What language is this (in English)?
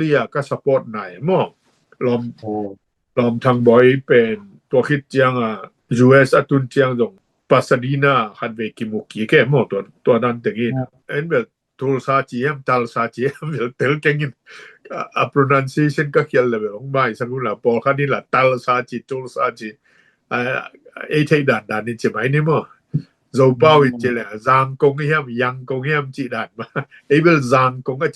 Tedim Chin